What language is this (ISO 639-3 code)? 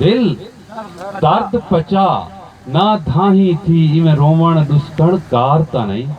skr